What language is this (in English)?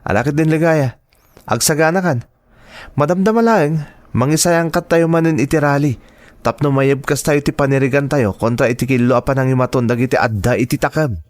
Iloko